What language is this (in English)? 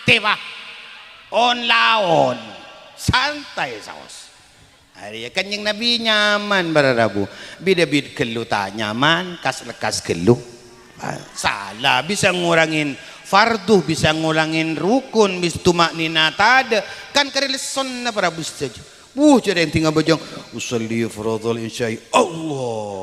Madurese